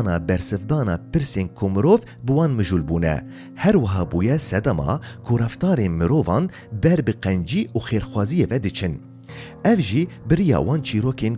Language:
Kurdish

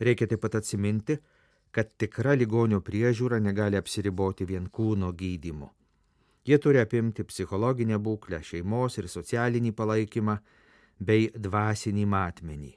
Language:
Lithuanian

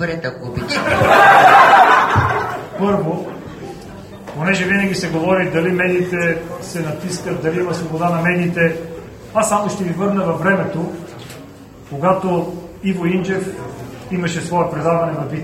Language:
Bulgarian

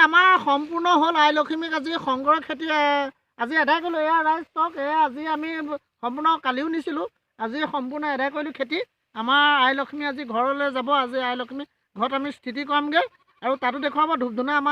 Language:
Assamese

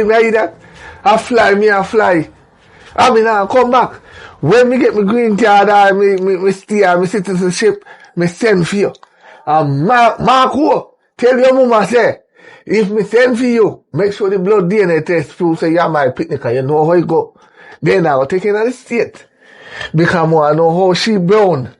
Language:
Jamaican Creole English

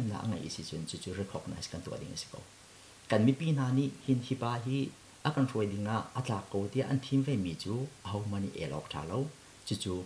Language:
Hakha Chin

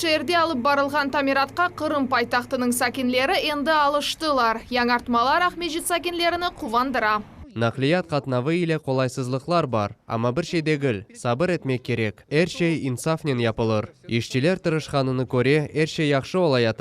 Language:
Crimean Tatar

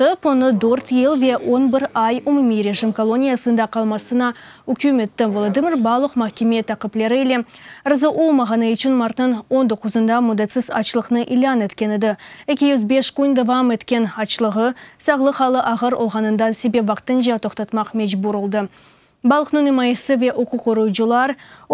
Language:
Crimean Tatar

